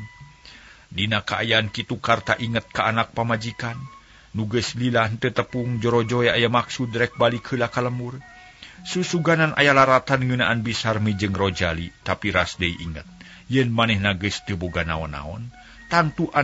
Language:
Sundanese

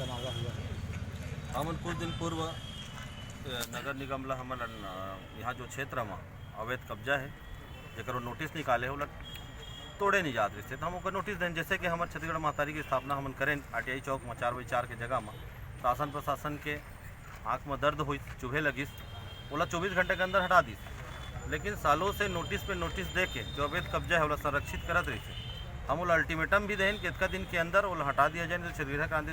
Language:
Chhattisgarhi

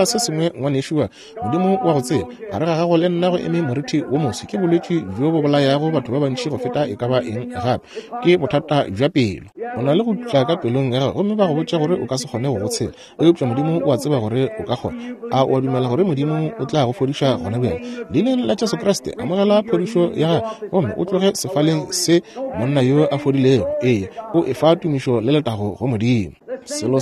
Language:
Northern Sotho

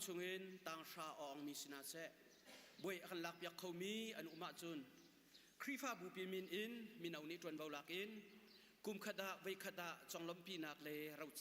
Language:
Hakha Chin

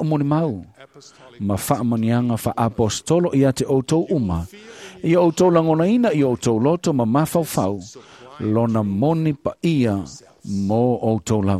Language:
Samoan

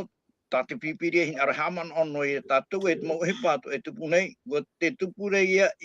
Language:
Tahitian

